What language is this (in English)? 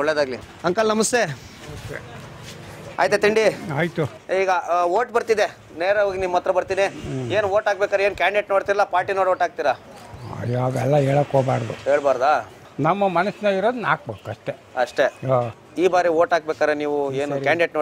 Kannada